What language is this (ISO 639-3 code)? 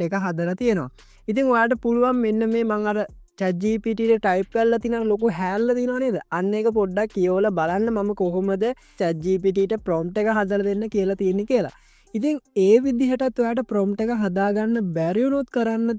sin